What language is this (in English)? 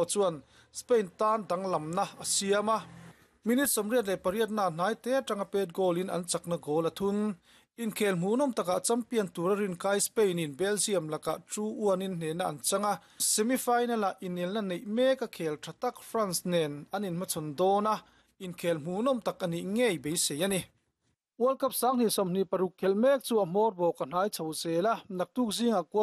Mizo